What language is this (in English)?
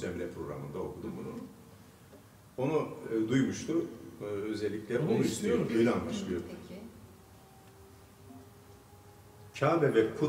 Turkish